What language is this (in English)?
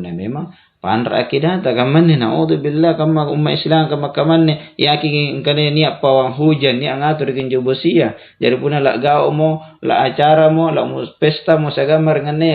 Makasar